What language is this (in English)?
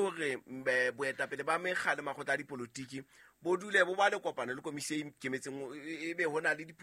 Southern Sotho